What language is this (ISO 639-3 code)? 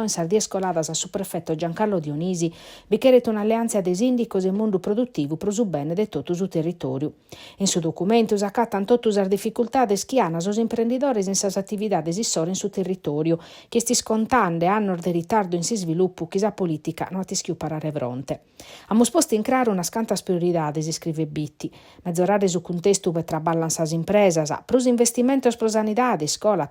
srd